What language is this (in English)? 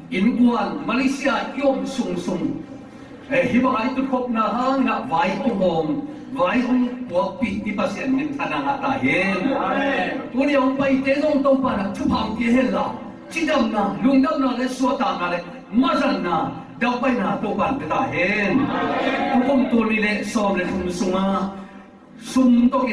Tedim Chin